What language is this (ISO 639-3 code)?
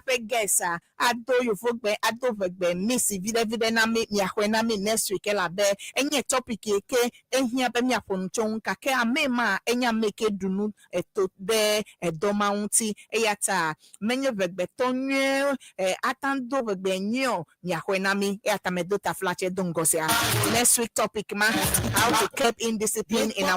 ewe